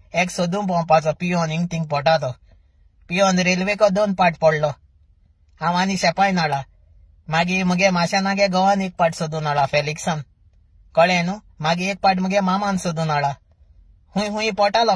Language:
Konkani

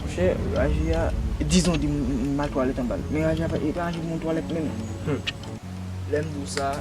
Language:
Haitian Creole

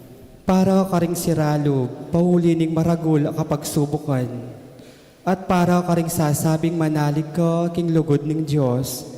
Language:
Pampanga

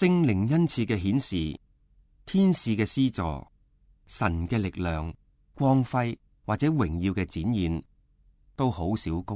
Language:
Cantonese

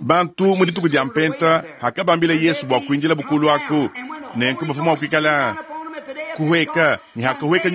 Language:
Luba-Lulua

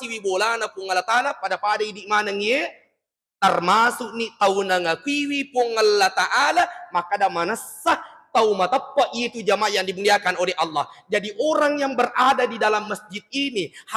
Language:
Buginese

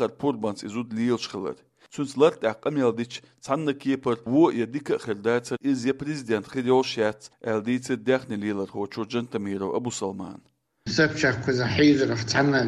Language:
Chechen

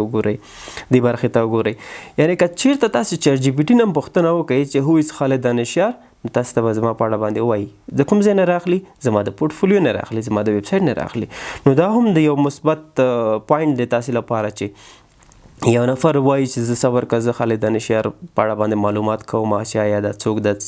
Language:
Pashto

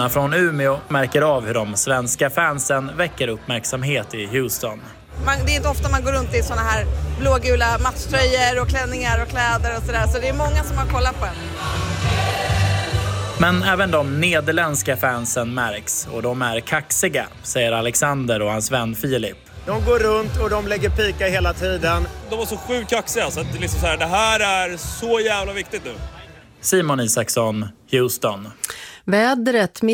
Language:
Swedish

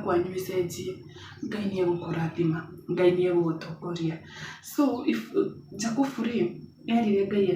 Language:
Kikuyu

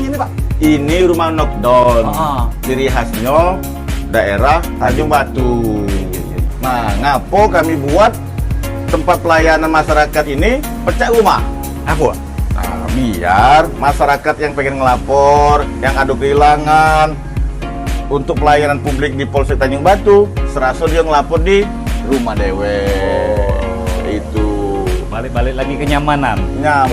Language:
Musi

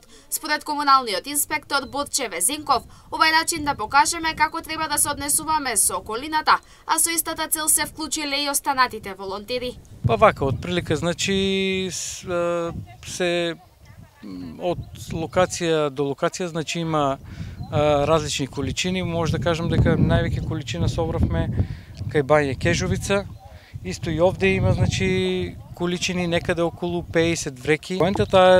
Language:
Macedonian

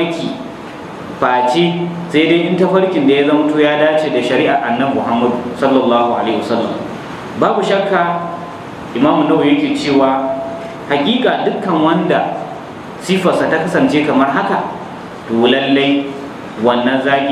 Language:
Hausa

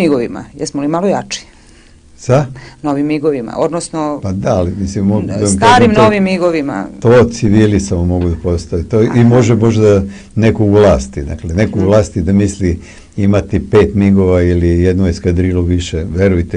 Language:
Serbian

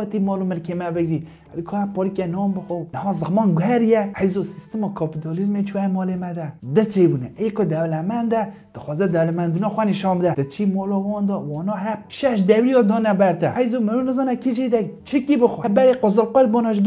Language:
Kurdish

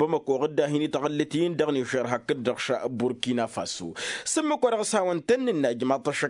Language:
Tamasheq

